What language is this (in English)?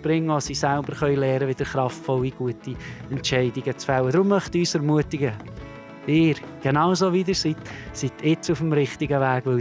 Swiss German